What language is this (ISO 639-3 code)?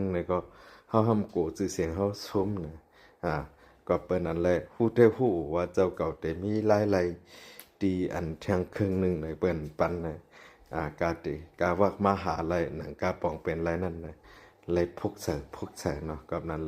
shn